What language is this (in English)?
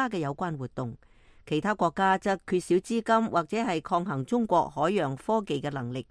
Cantonese